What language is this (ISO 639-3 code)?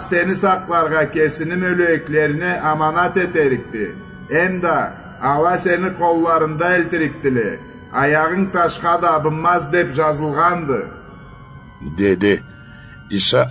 krc